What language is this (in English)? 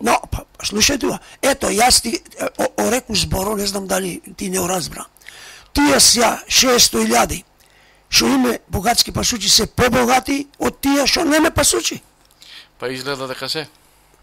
Macedonian